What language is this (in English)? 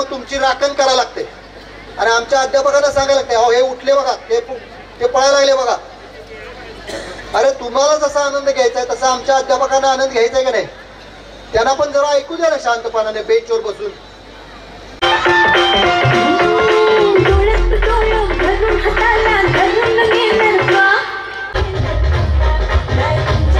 Marathi